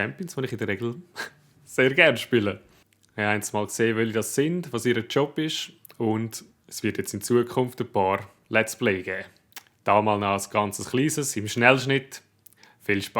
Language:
Swiss German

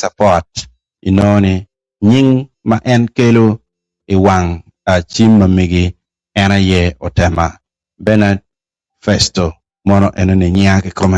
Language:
Acoli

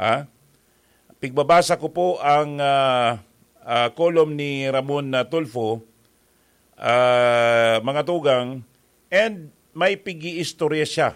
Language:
Bikol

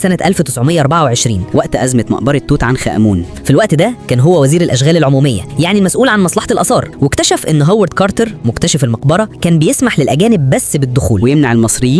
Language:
Egyptian Arabic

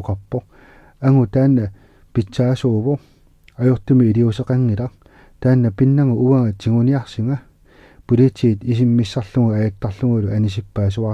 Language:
Kalaallisut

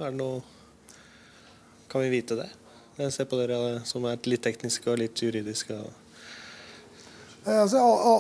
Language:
Norwegian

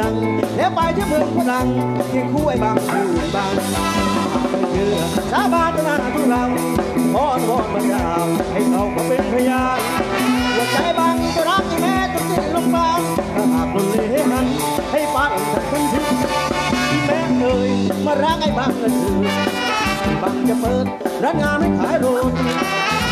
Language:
Thai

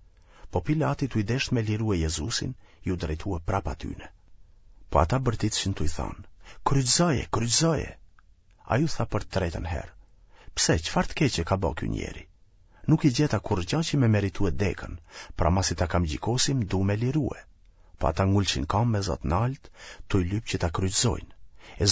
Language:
Albanian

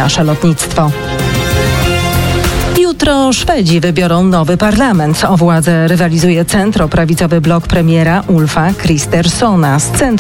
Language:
Polish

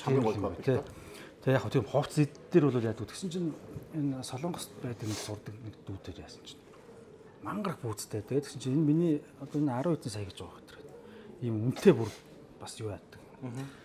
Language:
Mongolian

